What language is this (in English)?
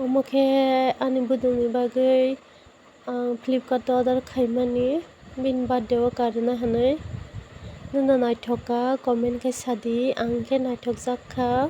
Kok Borok